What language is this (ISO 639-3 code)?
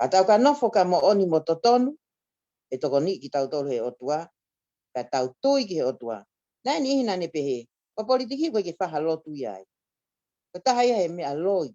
ton